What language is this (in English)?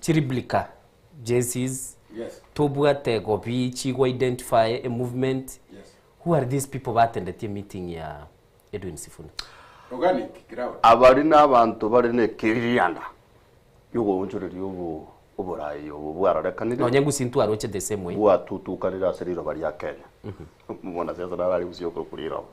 Gusii